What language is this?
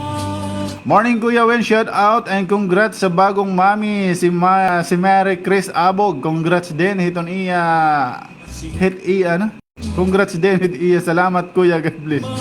Waray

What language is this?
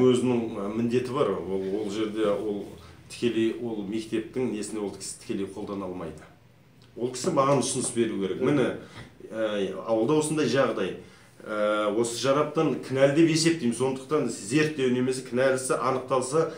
Kazakh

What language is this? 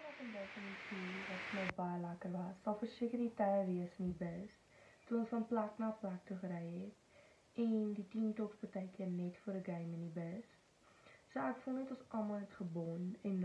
Afrikaans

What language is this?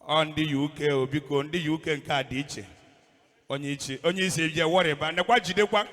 Igbo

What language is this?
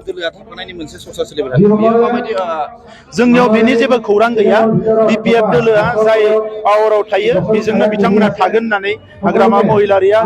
Bodo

